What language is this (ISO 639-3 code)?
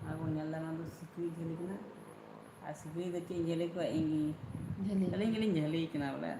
sat